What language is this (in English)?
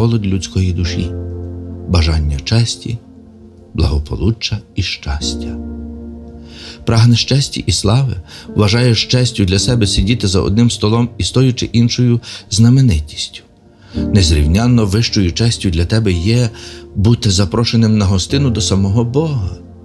Ukrainian